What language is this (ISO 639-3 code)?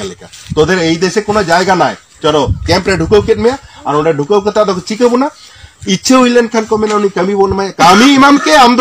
sat